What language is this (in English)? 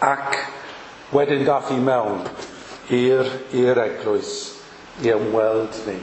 Welsh